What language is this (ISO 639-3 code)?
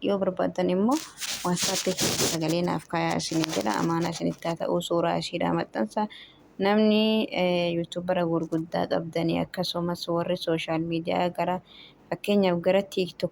orm